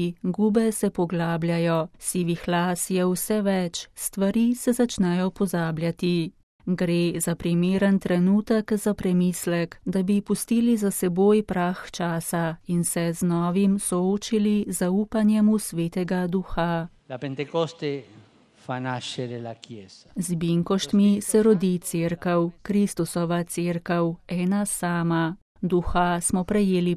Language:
Slovenian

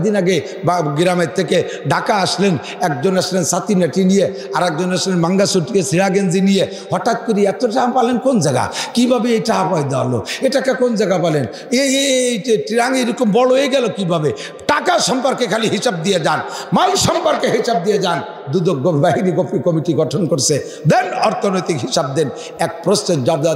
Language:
Bangla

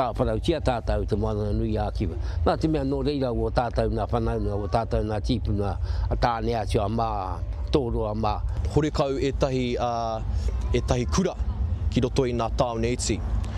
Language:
Māori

